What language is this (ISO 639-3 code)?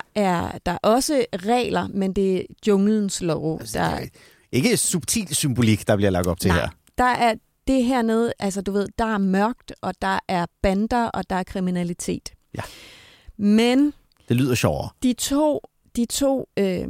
dan